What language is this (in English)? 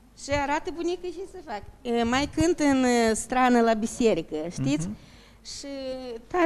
Romanian